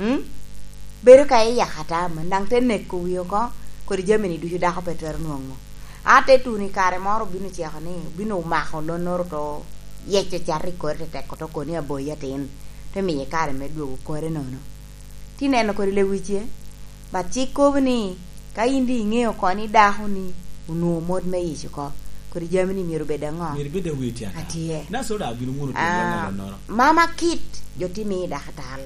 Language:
Lango (Uganda)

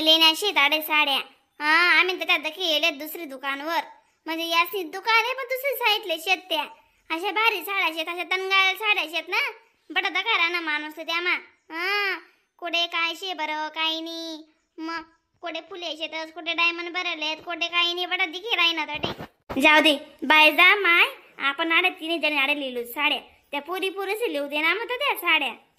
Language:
Khandesi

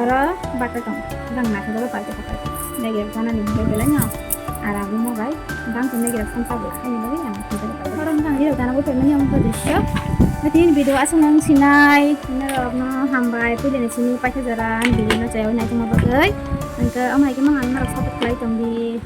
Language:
Kok Borok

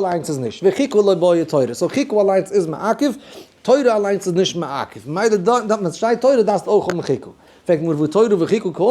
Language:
Yiddish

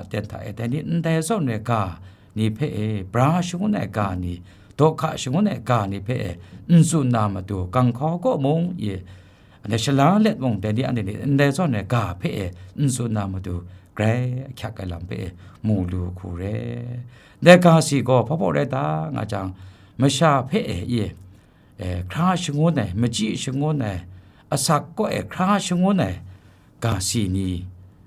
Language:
Kachin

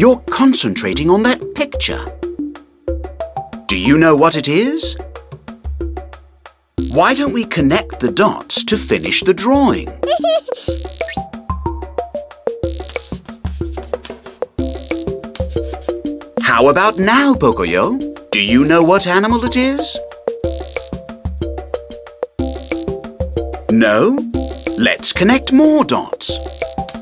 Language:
English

